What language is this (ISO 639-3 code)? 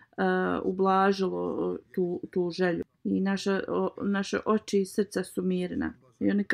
bos